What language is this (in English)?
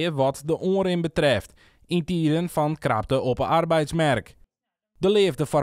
Western Frisian